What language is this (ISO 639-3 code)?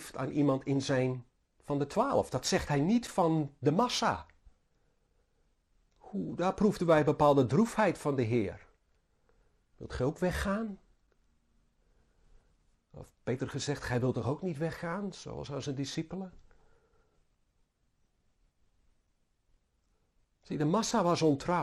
nld